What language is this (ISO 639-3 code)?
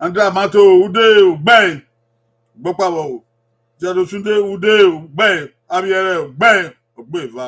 bin